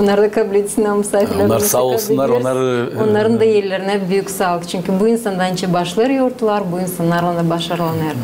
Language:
Gagauz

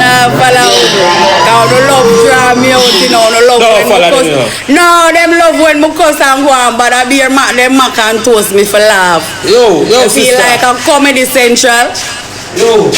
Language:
Jamaican Creole English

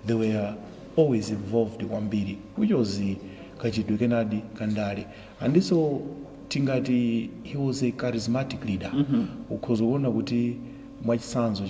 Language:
Nyanja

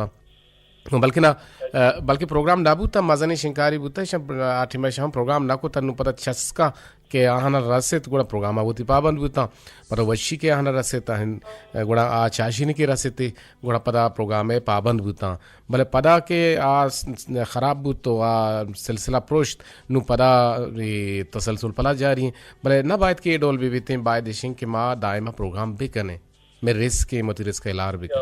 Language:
Eastern Balochi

